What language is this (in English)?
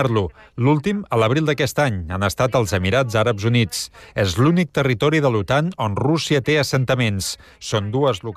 Catalan